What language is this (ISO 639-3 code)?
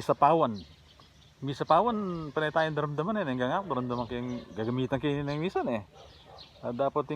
pam